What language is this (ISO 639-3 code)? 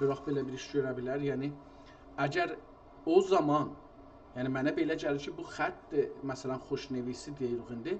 azb